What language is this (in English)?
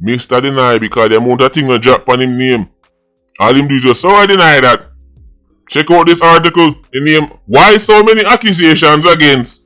Jamaican Creole English